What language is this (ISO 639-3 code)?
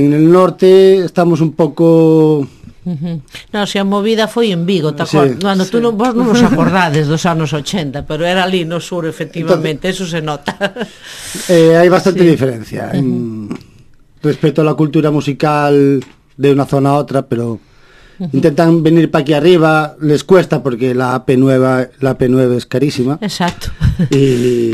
glg